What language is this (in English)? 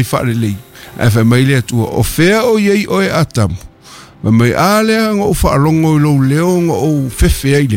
Samoan